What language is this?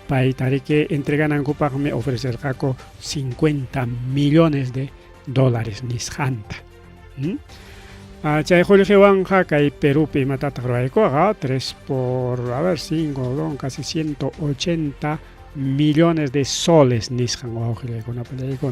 Ayacucho Quechua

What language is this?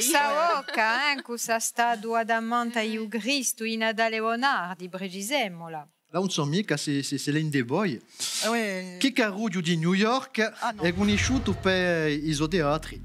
Corsican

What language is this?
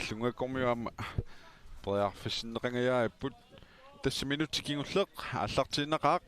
Kalaallisut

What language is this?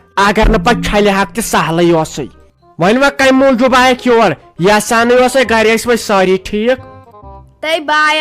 Kashmiri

